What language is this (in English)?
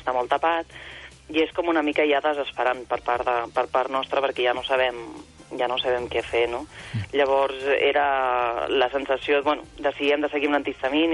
Catalan